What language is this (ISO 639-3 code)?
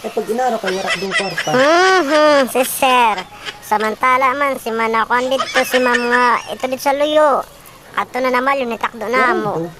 war